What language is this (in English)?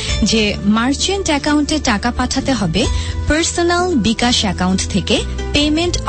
Bangla